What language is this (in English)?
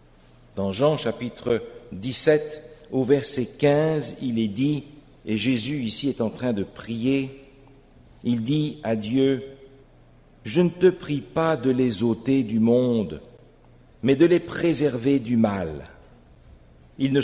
French